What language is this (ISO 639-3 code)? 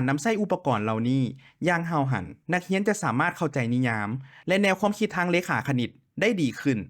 lao